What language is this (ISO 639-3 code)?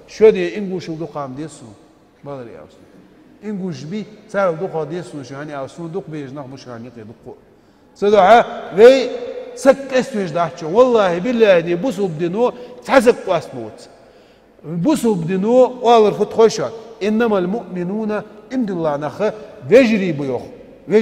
inh